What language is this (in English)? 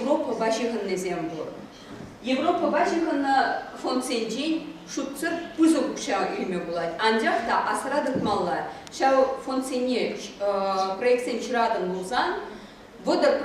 Chuvash